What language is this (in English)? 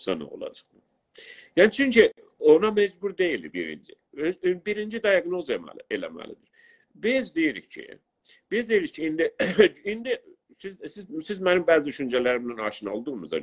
South Azerbaijani